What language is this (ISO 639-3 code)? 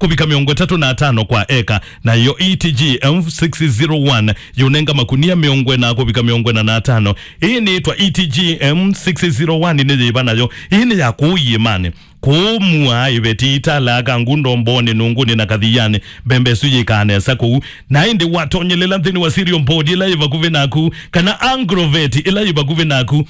kam